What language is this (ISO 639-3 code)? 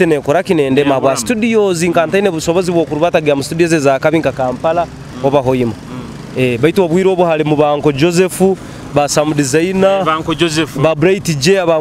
nyo